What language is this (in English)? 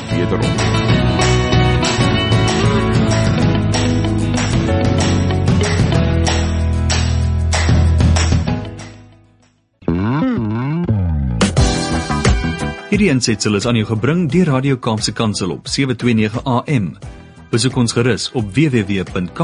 Afrikaans